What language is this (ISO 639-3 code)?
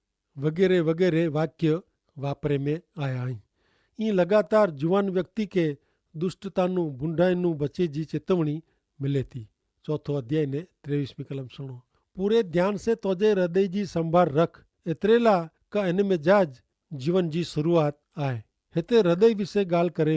kfr